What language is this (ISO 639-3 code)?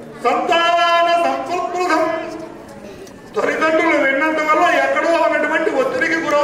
tel